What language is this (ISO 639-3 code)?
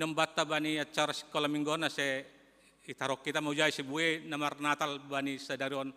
bts